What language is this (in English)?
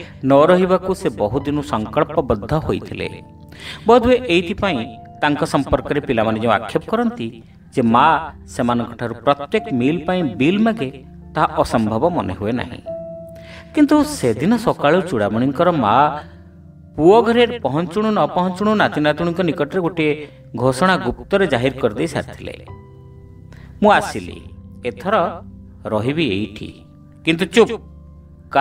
Odia